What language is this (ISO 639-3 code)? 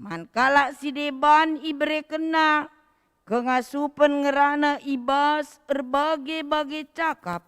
btx